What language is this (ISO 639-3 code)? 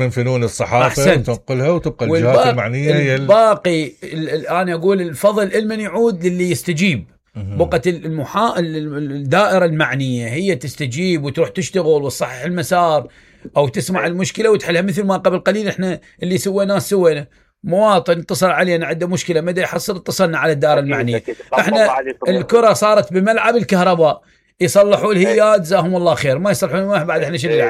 acm